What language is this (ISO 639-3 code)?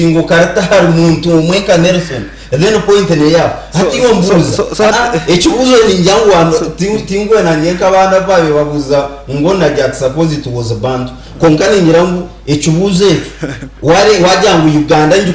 nyn